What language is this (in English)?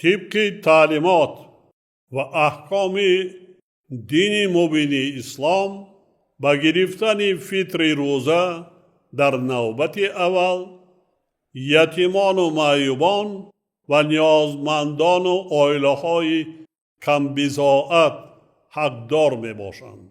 Tajik